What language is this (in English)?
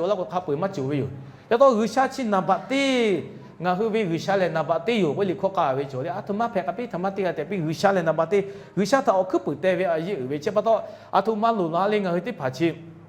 Lahu